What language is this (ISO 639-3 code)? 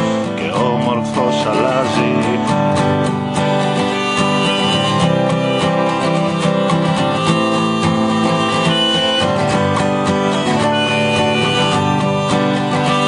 ell